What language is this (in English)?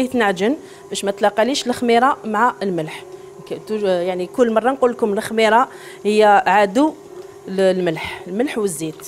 Algerian Arabic